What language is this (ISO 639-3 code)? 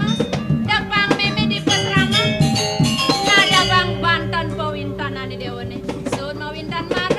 ban